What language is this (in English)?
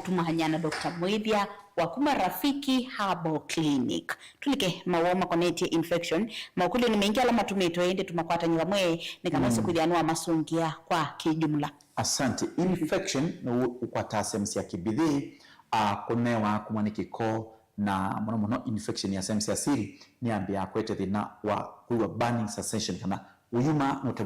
Kamba